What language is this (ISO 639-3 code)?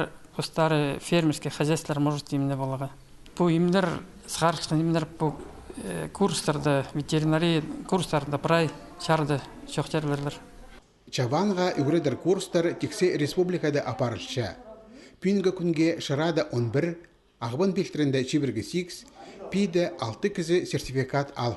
kjh